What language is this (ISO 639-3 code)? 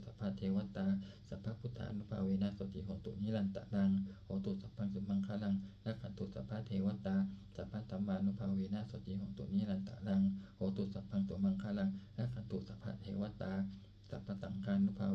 pli